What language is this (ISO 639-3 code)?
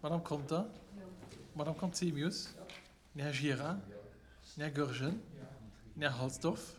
ltz